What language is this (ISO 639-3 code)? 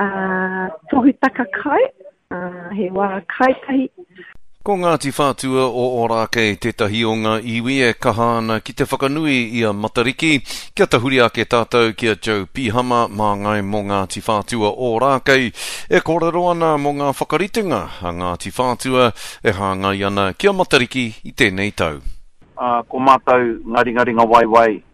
mri